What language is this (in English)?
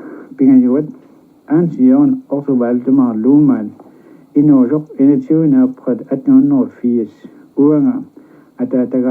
Kalaallisut